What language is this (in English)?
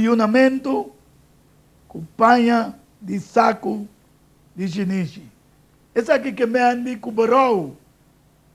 Papiamento